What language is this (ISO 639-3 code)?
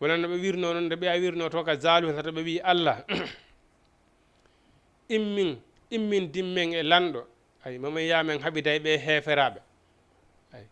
ful